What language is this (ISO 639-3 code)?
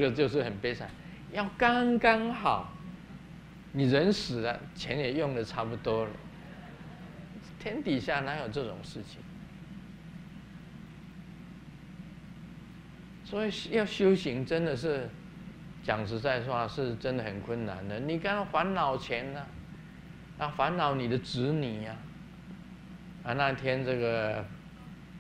zho